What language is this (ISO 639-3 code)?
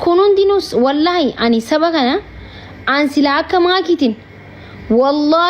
orm